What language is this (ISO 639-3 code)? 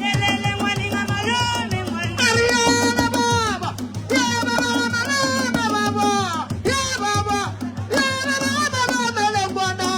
nso